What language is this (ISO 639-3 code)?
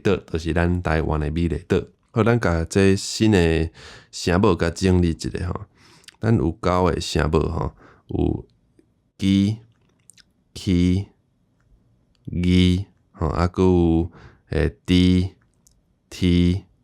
nan